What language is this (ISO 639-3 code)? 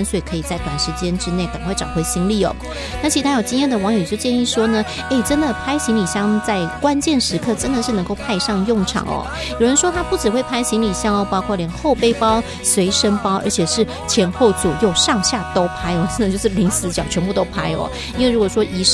zho